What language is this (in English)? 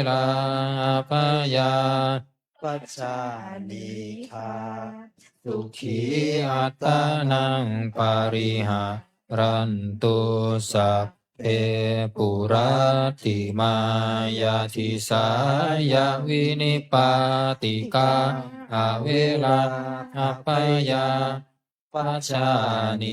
Pali